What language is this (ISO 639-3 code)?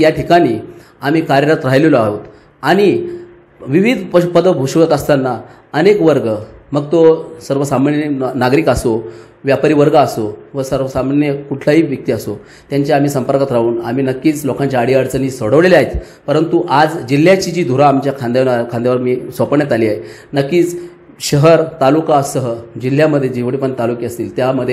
mar